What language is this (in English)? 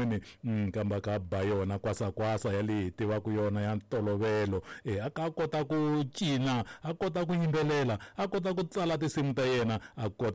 Tsonga